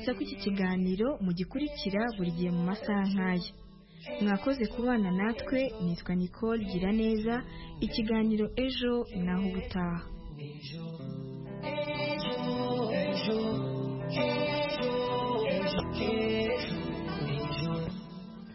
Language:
Kinyarwanda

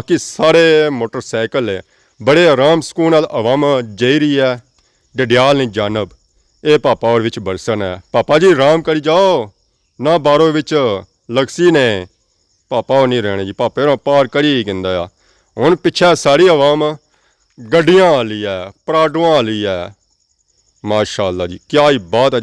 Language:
Pahari-Potwari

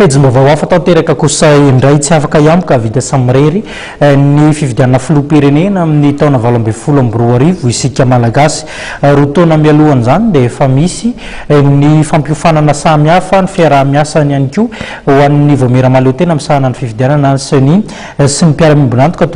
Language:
Malagasy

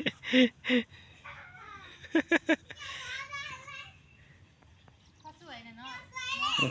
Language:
Lao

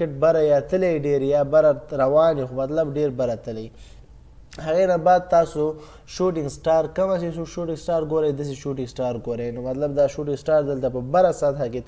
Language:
Pashto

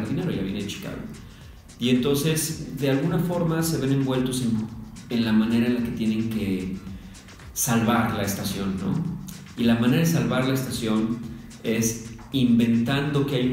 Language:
Spanish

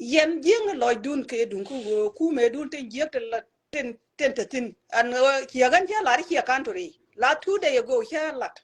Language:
Nuer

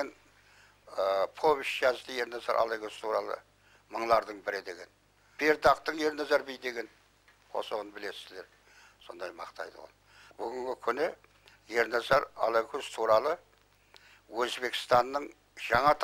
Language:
Kara-Kalpak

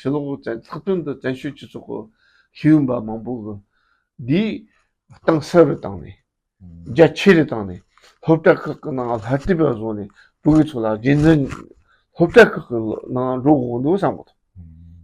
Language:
Tibetan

